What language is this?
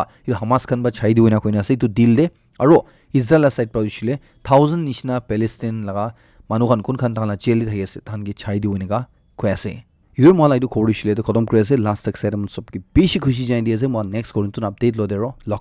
Naga Pidgin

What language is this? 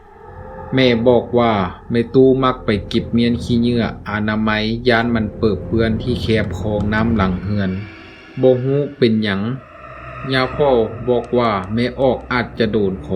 Lao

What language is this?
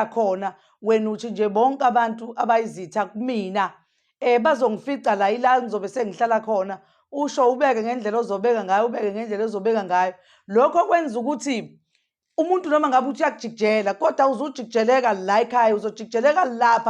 Zulu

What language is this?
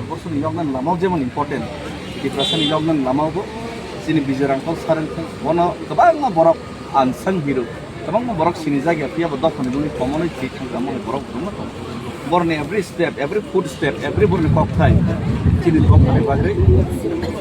Kok Borok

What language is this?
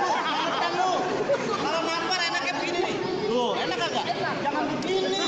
Betawi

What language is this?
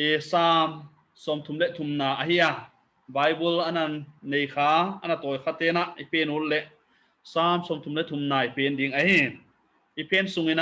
Paite Chin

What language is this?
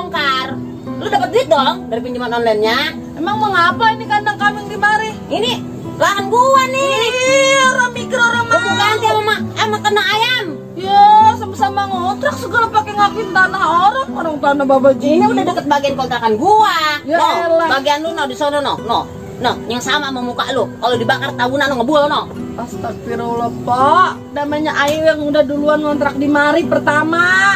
Betawi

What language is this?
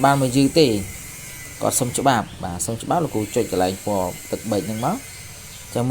Khmer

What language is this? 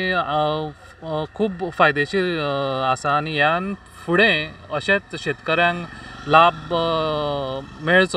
Konkani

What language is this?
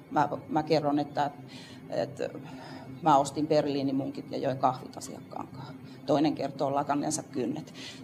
Finnish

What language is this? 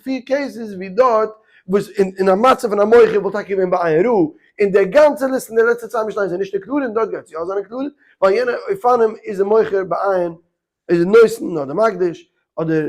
Yiddish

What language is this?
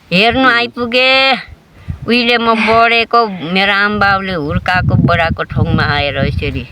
Nepali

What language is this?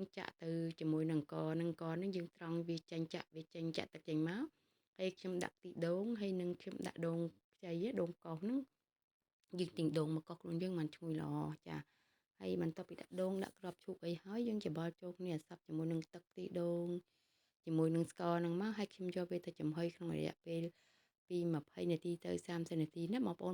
Khmer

